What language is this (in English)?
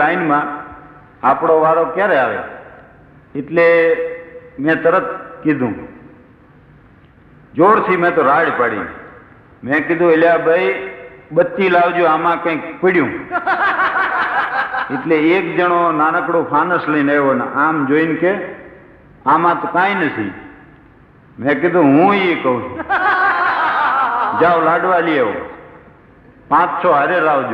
Gujarati